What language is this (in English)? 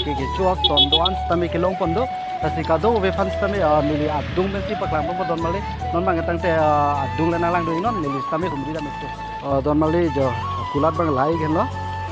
Karbi